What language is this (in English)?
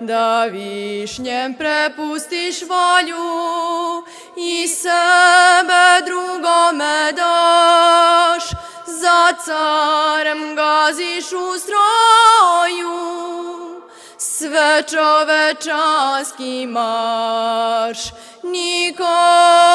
Serbian